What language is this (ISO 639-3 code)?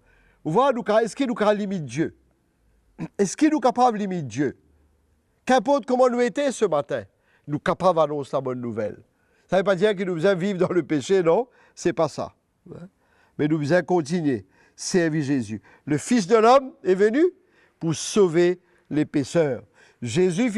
mfe